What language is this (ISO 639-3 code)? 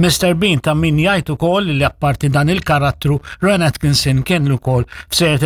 mlt